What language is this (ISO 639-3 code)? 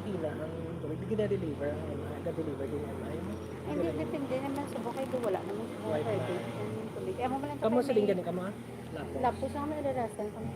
hil